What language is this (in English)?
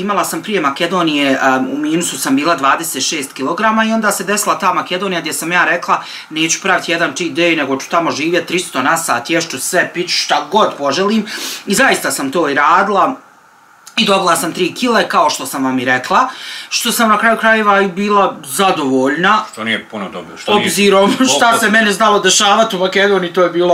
Bosnian